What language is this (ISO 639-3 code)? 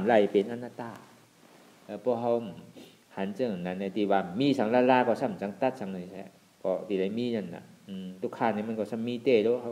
shn